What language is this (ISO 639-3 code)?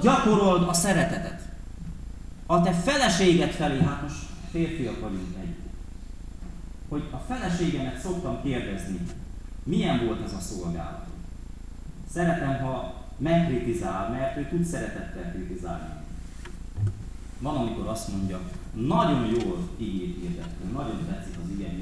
hun